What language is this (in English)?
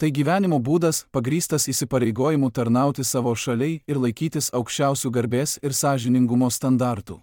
Lithuanian